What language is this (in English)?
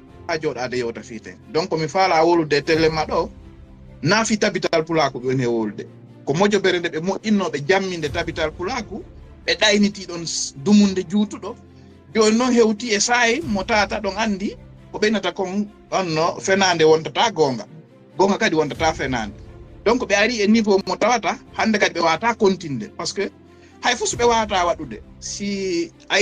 Fula